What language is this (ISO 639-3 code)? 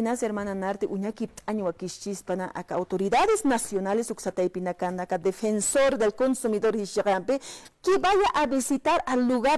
aym